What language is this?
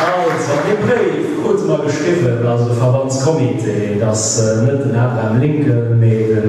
Luxembourgish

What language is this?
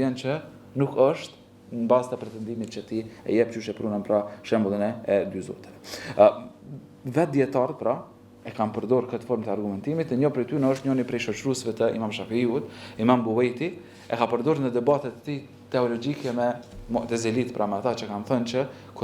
Albanian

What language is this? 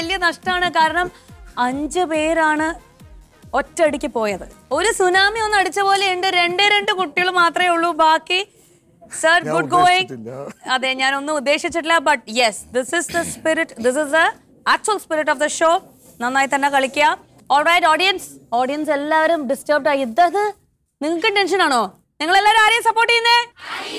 Malayalam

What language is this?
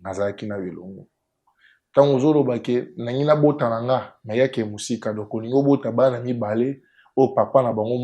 Lingala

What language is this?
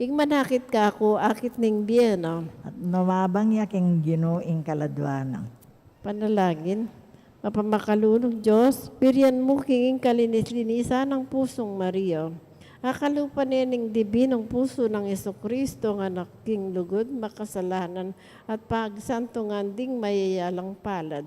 Pampanga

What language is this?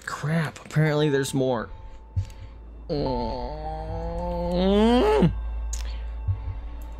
English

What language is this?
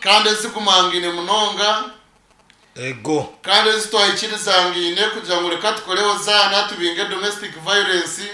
Nyankole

